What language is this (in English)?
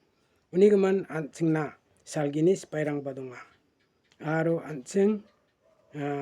Garo